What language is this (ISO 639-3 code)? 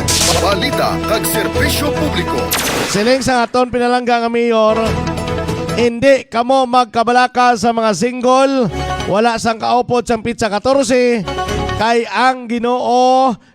hil